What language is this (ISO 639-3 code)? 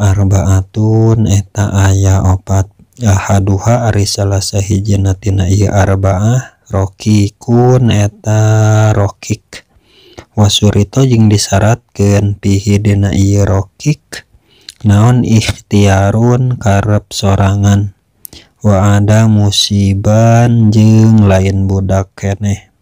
sun